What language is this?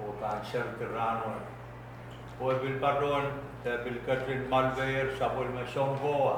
Pohnpeian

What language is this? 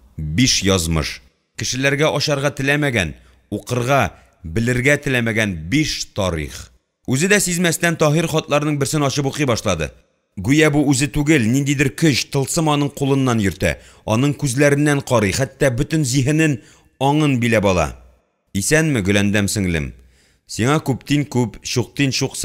Tatar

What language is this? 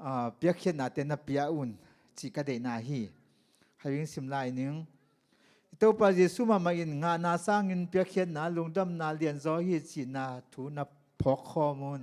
Tedim Chin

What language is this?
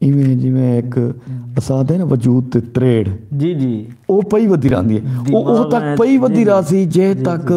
Saraiki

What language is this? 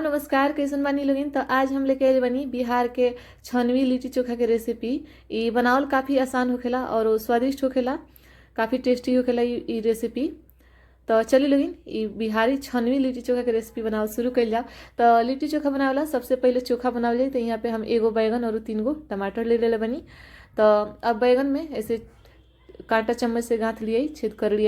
Bhojpuri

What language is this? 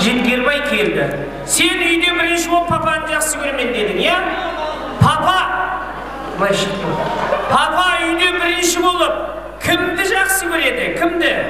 Kara-Kalpak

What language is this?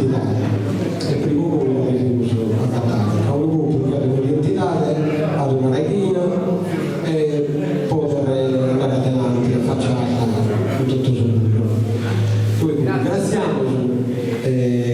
Sardinian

